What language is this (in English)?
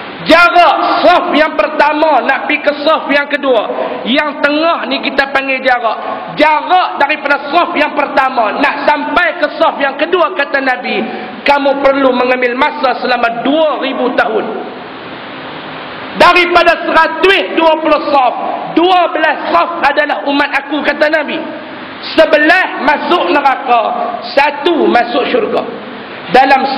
Malay